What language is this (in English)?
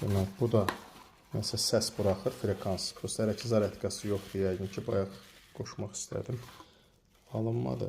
Azerbaijani